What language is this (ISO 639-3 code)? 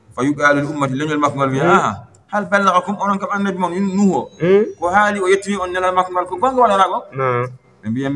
ful